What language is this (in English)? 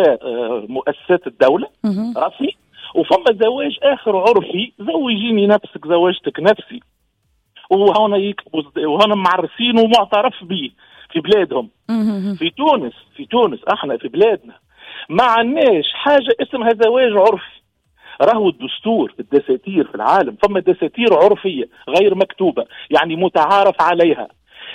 Tunisian Arabic